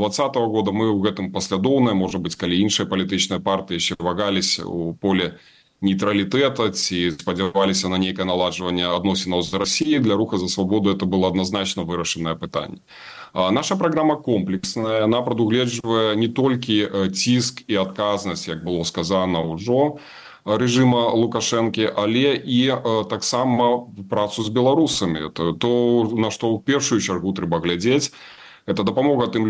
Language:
Belarusian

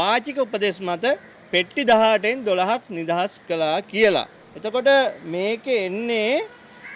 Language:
Sinhala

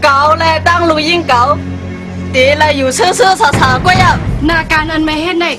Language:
Shan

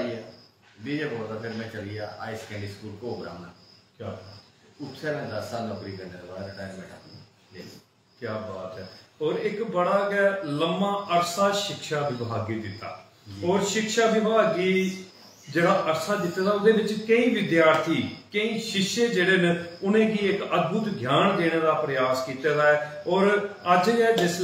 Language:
Dogri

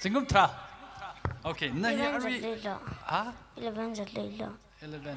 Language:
Tangkhul Naga (India)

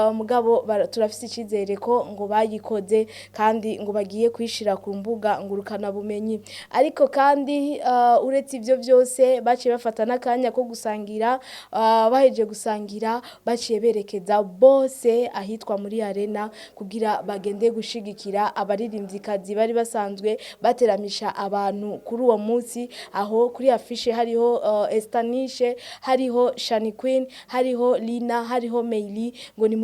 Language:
Rundi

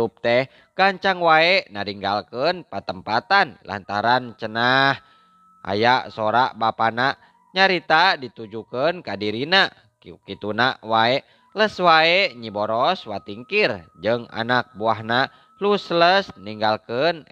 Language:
Sundanese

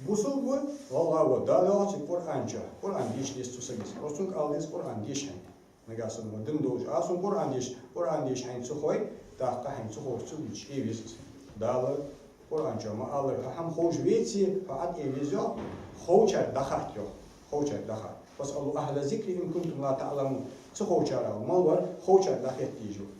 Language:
Ingush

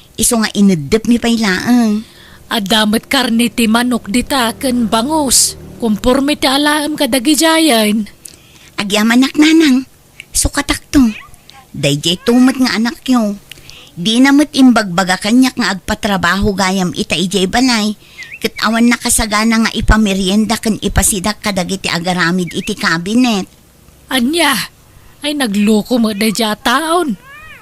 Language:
Iloko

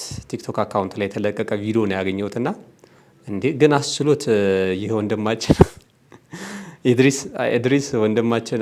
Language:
Amharic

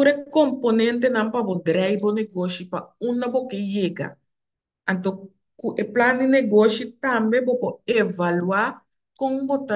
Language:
Papiamento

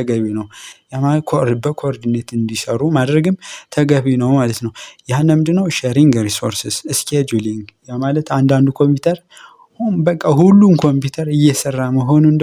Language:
Amharic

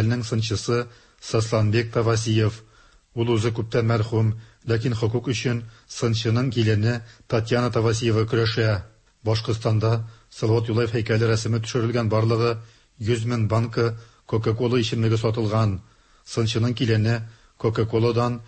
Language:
Tatar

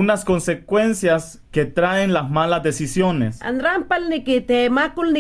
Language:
Mayangna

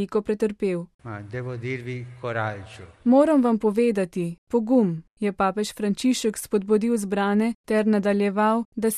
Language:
Slovenian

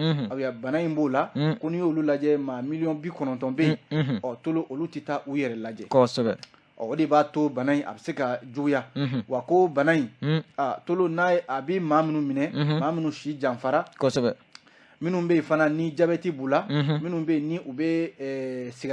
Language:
Bambara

